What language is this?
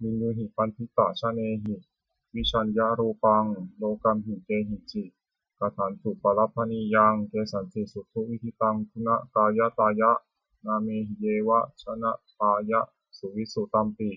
Pali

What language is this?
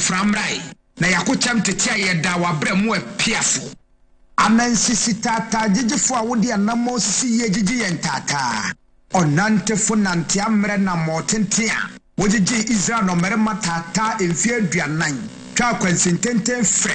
Akan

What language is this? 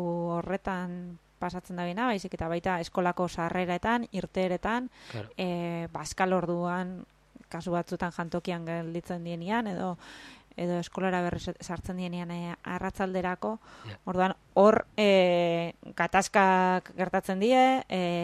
Basque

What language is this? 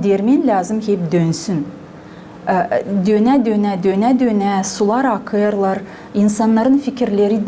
Gagauz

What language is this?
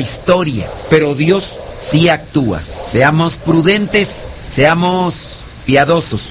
Spanish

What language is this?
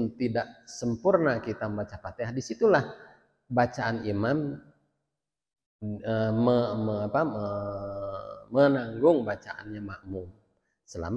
Indonesian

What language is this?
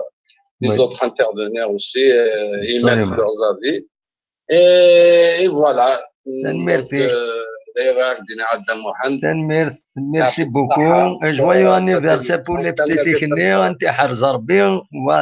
Algerian Arabic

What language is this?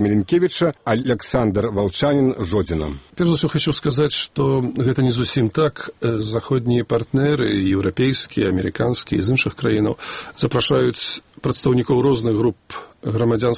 Belarusian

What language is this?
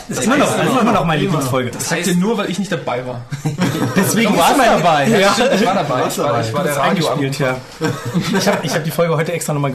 German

